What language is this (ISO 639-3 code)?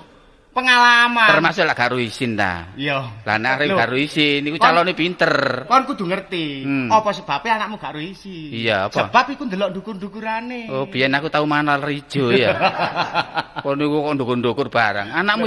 jav